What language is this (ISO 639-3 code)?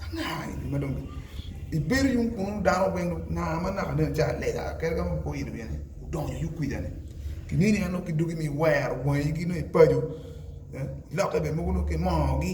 ach